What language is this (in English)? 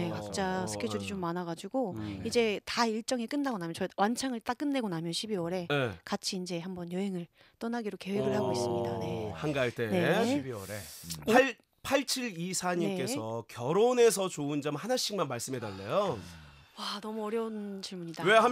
Korean